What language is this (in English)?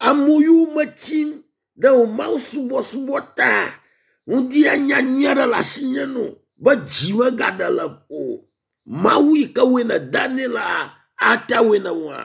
Ewe